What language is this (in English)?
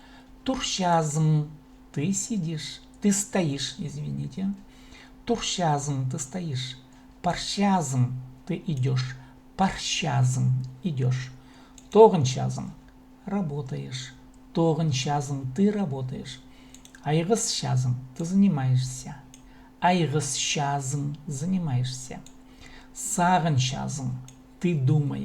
Khakas